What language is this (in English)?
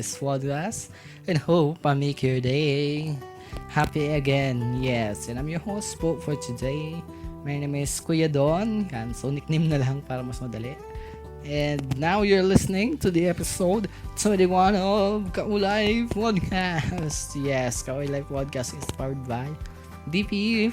Bikol